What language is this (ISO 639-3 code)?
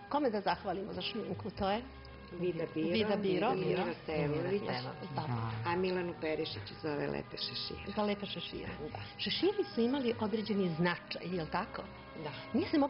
srp